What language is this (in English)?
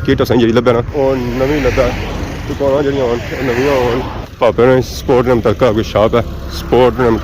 Pahari-Potwari